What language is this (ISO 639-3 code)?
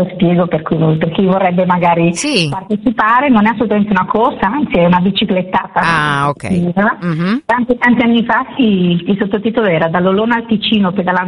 ita